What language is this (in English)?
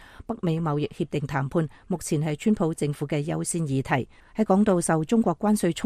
Cantonese